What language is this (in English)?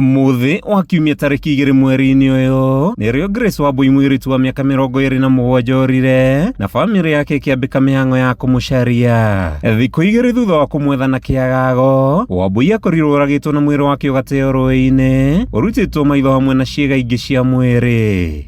Kikuyu